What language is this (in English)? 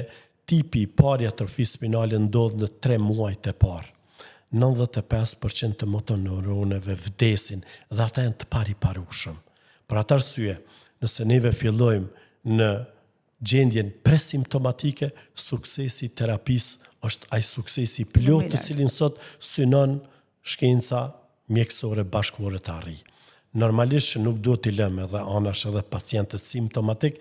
Albanian